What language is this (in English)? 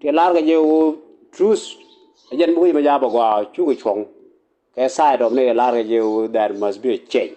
Nuer